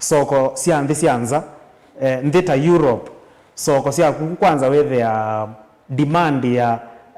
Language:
Kamba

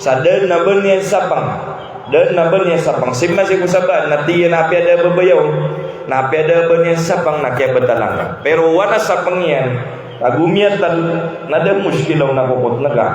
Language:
Maranao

